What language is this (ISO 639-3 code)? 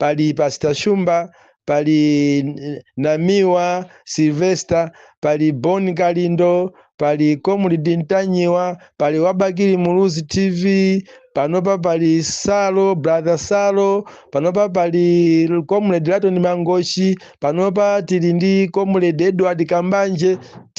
nya